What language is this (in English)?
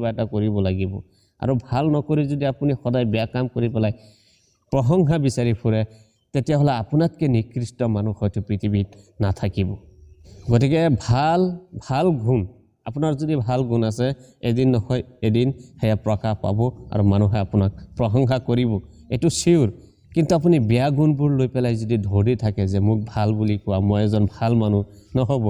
Assamese